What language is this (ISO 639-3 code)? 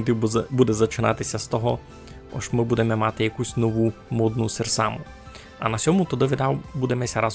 rue